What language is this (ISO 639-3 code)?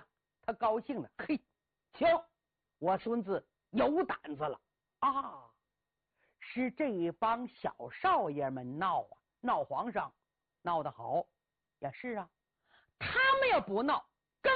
zho